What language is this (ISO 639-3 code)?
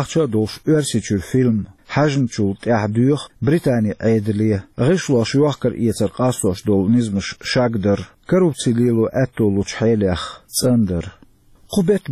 che